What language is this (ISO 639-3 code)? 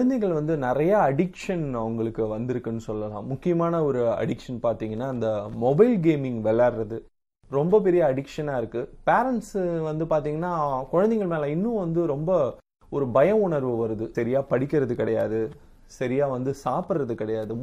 tam